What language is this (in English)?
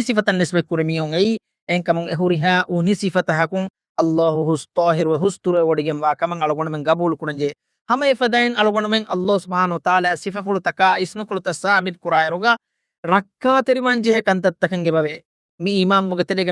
Divehi